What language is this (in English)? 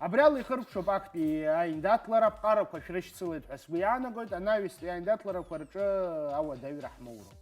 Abkhazian